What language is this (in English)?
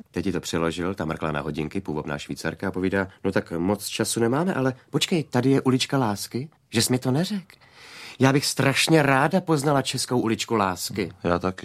Czech